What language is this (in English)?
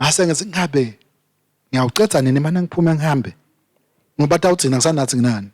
Swati